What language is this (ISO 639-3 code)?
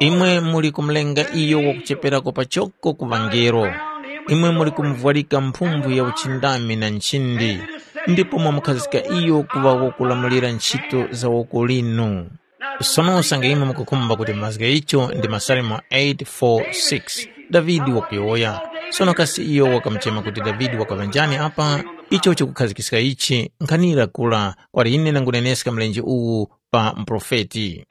tum